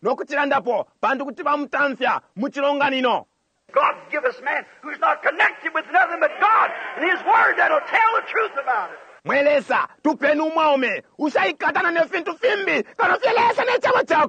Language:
Bemba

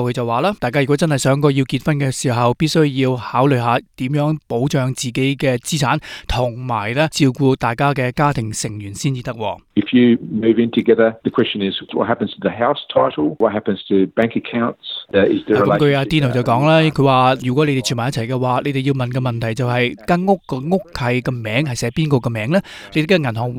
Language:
Cantonese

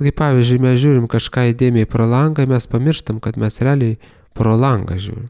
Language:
Lithuanian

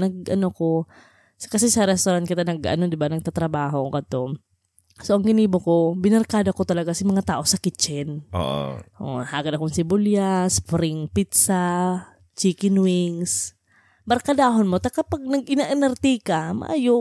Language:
Bikol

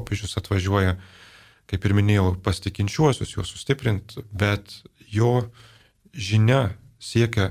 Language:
Lithuanian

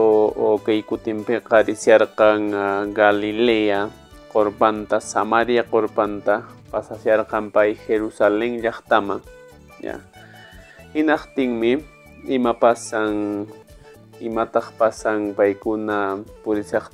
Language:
Quechua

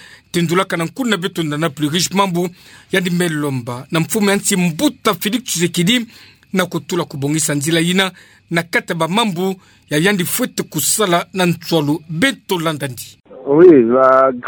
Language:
Kituba (Democratic Republic of Congo)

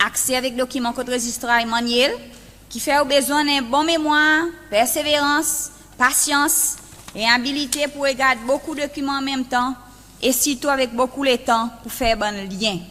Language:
Seselwa Creole French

